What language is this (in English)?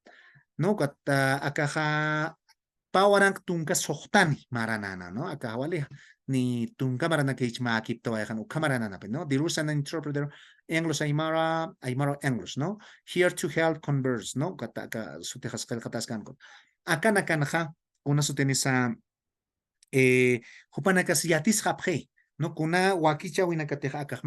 Aymara